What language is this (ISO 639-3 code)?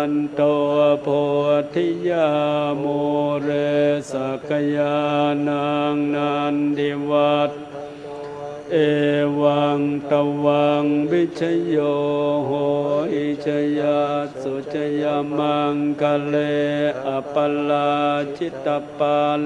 pli